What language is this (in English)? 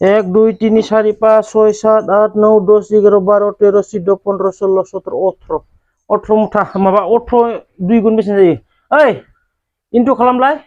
Bodo